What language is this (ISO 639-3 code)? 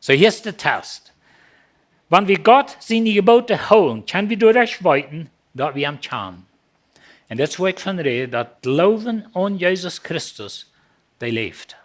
pdt